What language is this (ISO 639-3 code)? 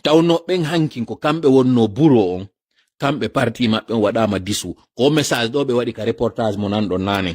fuf